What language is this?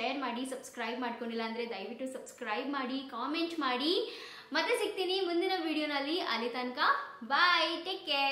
Kannada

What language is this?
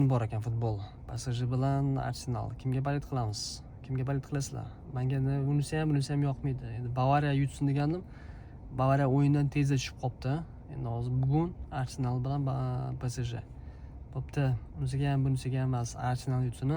Uzbek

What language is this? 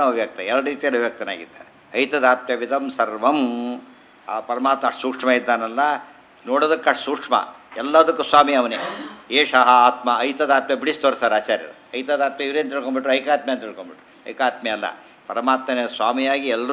Kannada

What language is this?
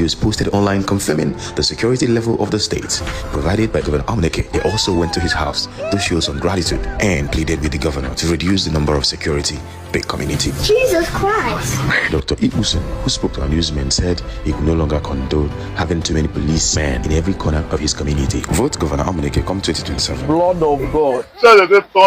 Nigerian Pidgin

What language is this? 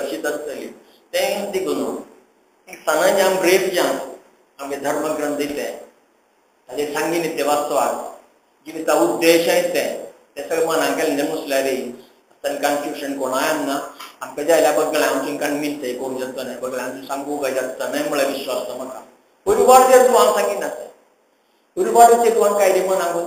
Konkani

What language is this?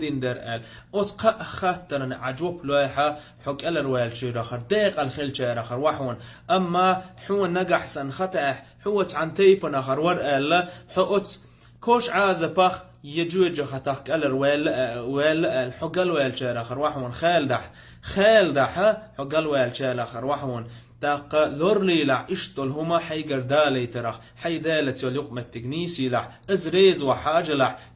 Chechen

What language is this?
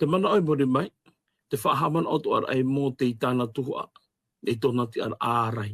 Tahitian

